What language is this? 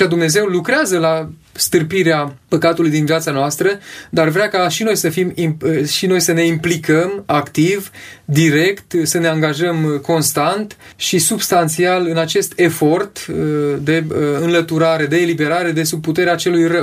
Romanian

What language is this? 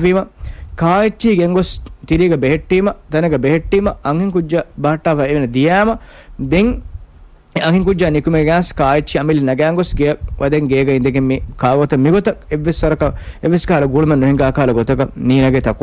Divehi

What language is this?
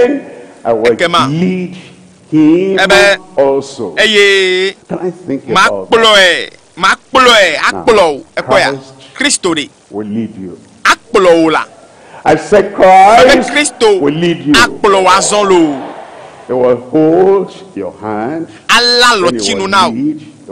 Ewe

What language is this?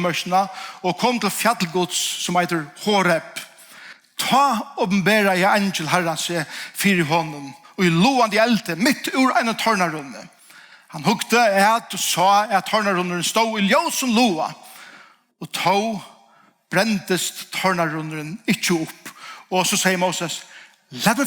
Faroese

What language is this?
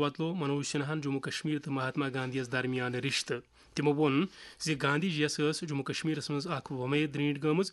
Kashmiri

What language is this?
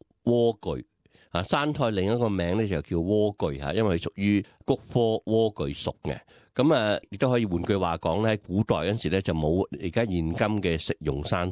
Cantonese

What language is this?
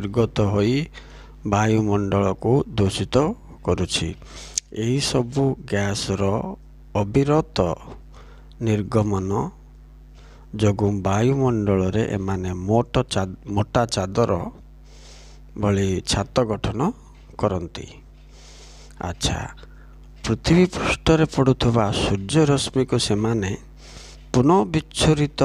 Odia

